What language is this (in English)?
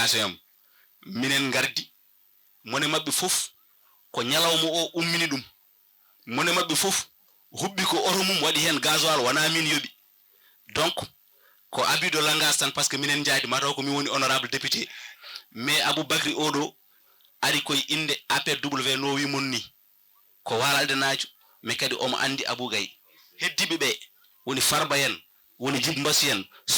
Fula